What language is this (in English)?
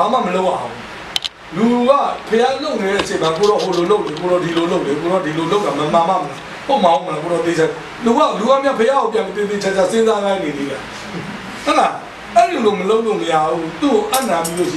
Burmese